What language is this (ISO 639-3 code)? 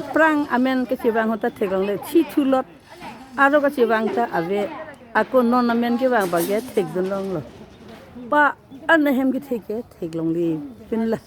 mjw